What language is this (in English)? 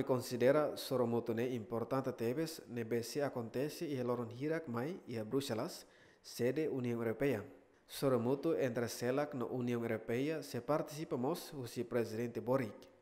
Tetum